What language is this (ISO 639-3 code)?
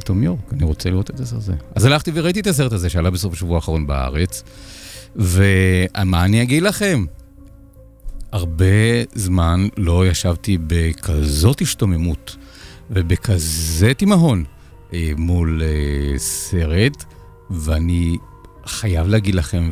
heb